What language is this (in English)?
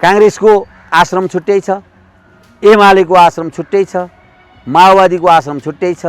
Nepali